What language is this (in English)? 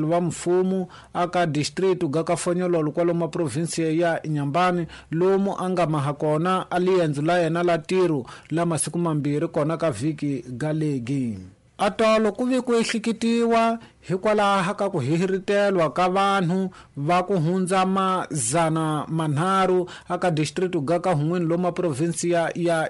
Tsonga